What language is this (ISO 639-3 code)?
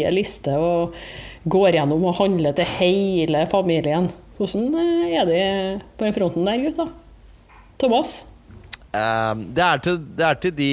nor